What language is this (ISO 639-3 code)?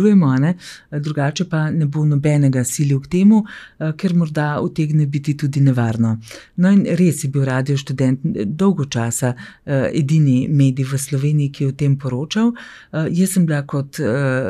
slv